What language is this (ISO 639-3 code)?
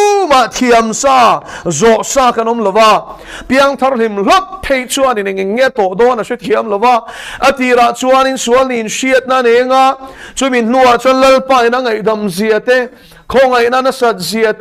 lus